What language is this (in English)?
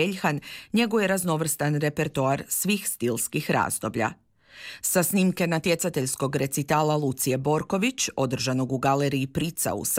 Croatian